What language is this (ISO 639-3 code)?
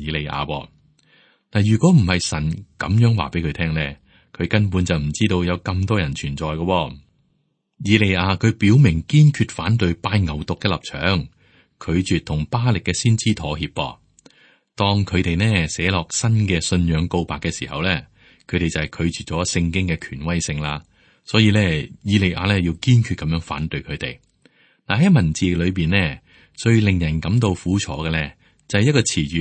yue